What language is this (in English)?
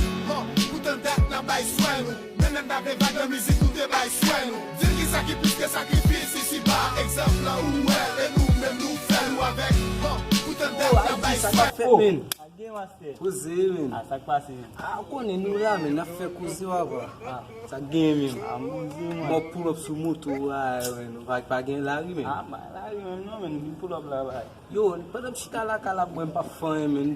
Haitian Creole